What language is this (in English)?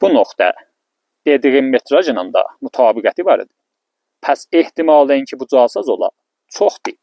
Azerbaijani